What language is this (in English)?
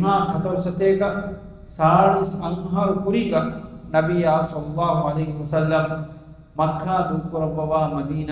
Divehi